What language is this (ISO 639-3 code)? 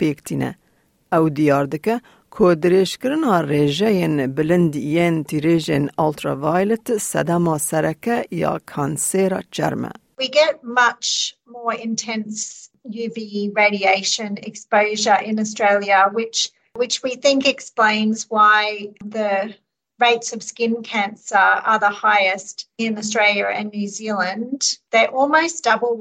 kur